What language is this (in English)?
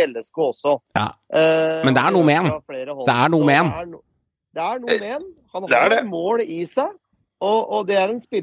Norwegian